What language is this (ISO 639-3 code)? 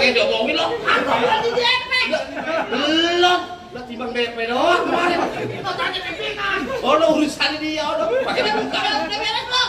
bew